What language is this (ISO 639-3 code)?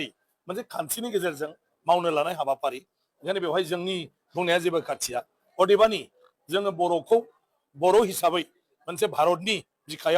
brx